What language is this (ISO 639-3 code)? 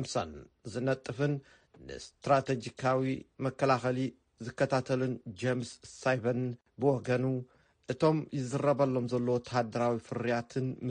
tir